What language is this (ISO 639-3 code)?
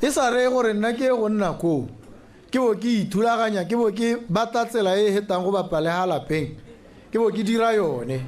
tsn